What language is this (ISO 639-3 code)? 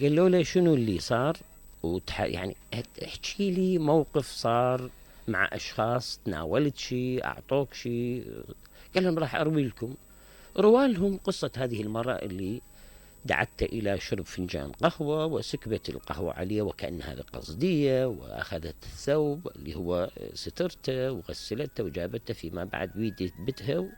acm